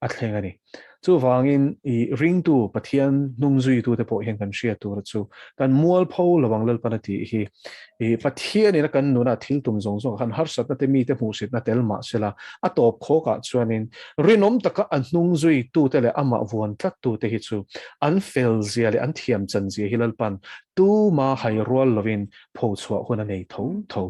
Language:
Mizo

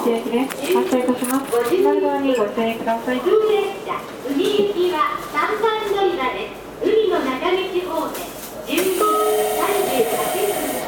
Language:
Japanese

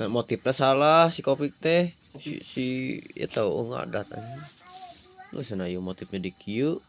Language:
Sundanese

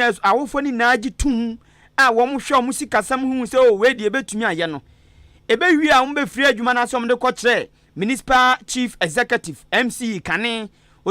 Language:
Akan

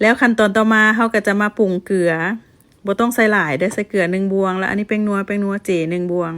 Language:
Lao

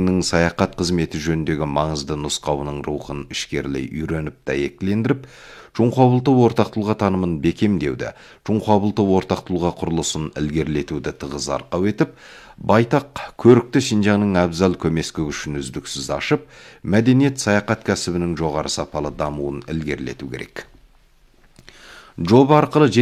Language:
Kazakh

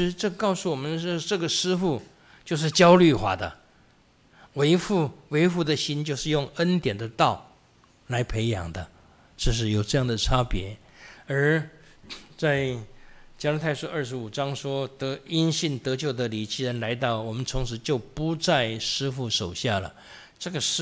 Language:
Chinese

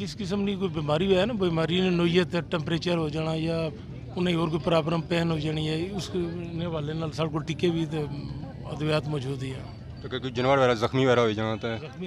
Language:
Pahari-Potwari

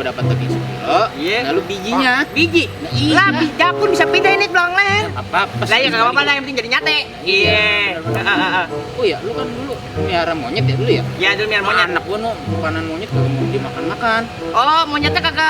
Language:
Betawi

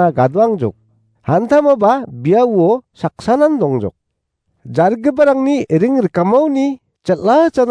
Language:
Garo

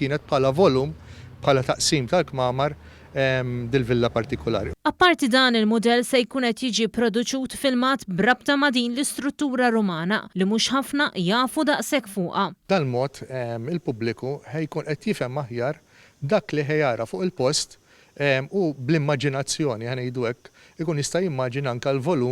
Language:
Maltese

